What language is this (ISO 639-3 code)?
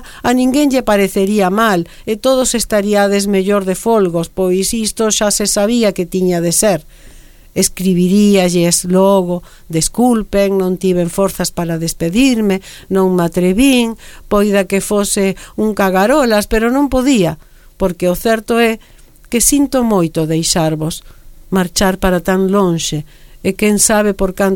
glg